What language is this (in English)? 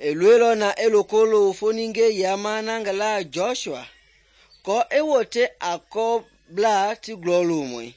Mende